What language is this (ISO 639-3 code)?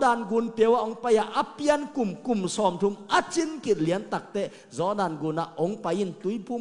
ctd